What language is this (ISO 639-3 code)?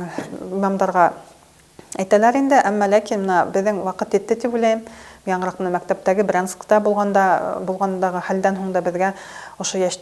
bak